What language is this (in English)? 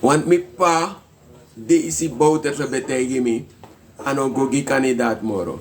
Sranan Tongo